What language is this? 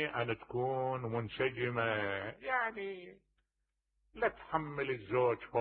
Mesopotamian Arabic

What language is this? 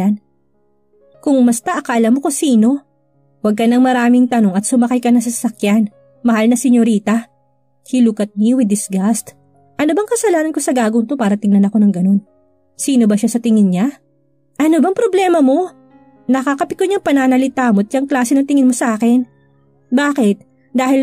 Filipino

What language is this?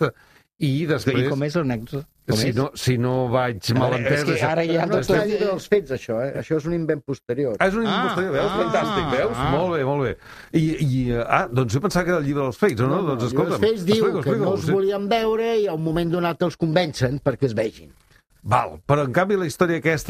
Catalan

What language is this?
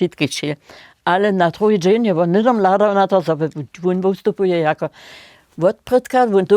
Upper Sorbian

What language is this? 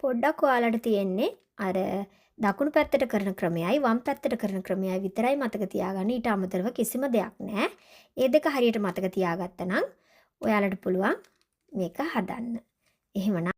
Sinhala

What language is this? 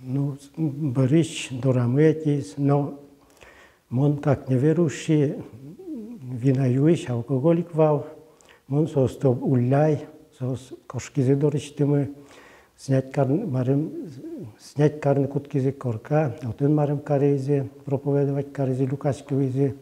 Udmurt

